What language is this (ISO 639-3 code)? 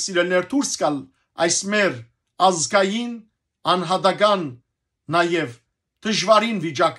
hyw